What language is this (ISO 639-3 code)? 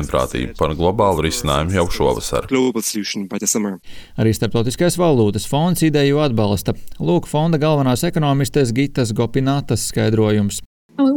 lav